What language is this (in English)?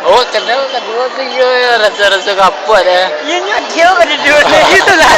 Minangkabau